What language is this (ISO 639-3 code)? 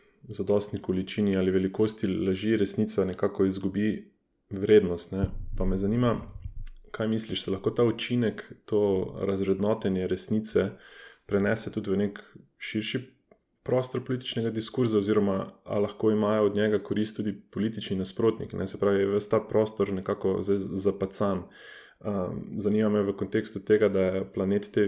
slv